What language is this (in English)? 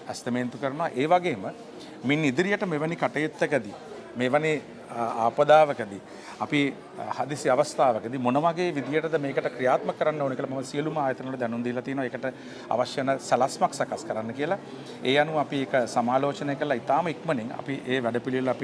Sinhala